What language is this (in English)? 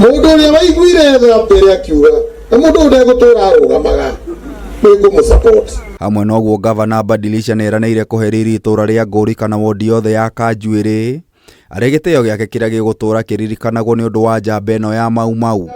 Kikuyu